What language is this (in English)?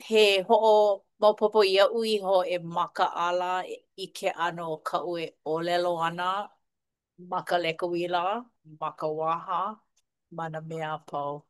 Hawaiian